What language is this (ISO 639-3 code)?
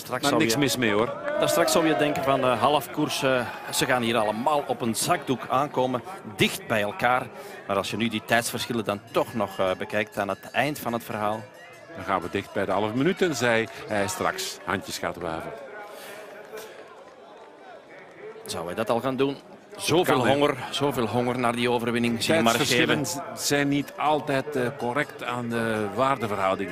nld